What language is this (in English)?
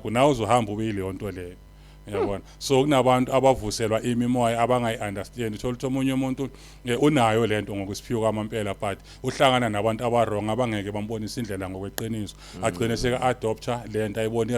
Zulu